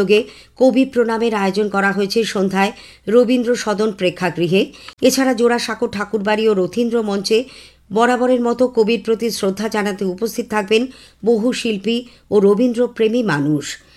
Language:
Bangla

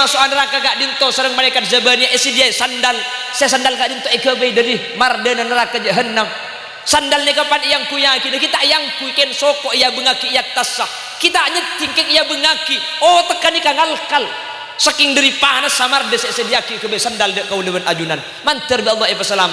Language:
Madurese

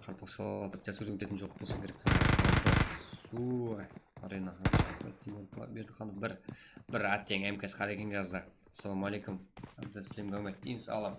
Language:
Kara-Kalpak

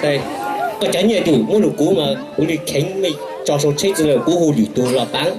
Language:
Hmong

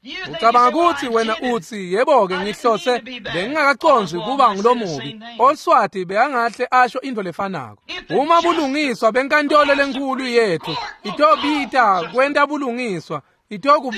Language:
Swati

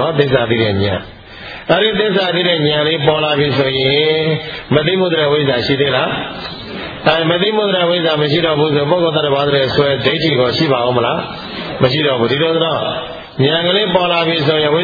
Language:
Burmese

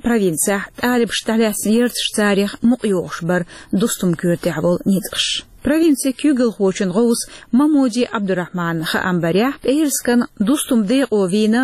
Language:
Chechen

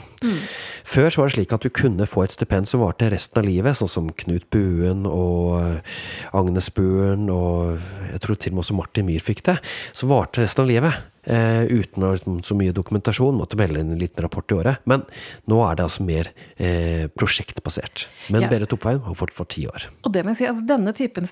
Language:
Norwegian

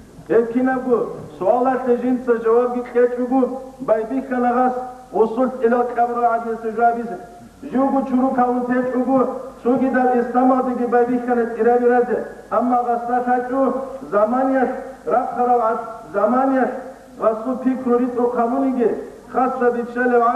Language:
Avaric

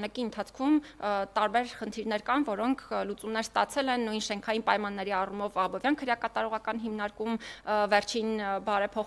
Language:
Armenian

